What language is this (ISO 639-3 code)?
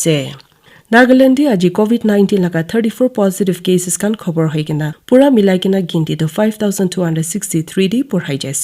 nag